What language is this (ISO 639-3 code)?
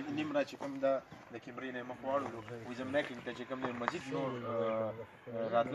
pus